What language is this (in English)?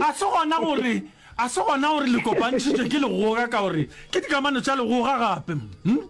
Northern Sotho